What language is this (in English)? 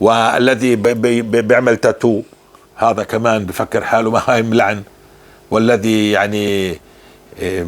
North Levantine Arabic